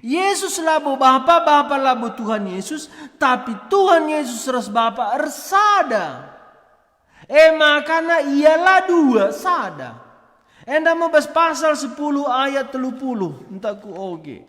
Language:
Batak Karo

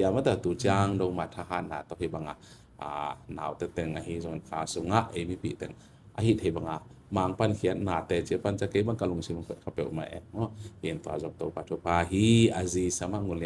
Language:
Tedim Chin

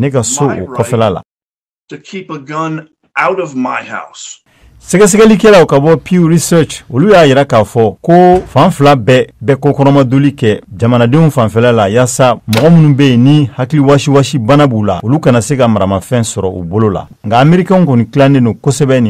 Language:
Bambara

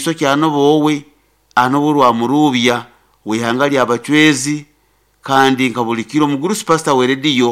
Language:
Nyoro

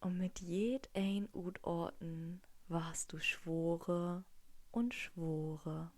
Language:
Low German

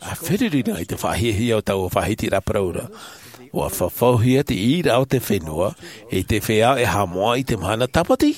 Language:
Tahitian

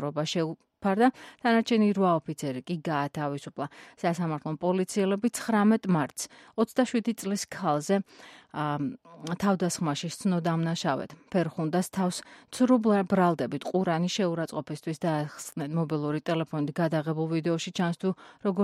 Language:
Georgian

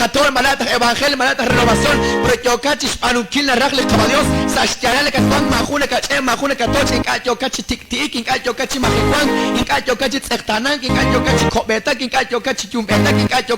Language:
Kekchí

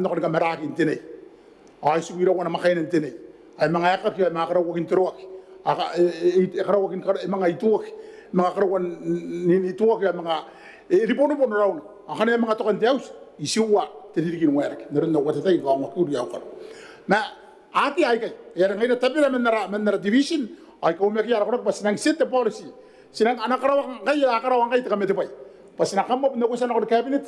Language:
Gilbertese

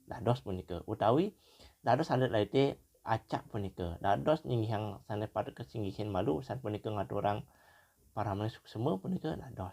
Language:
Balinese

